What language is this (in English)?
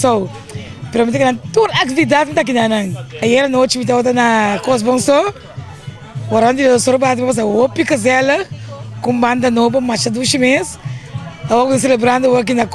Papiamento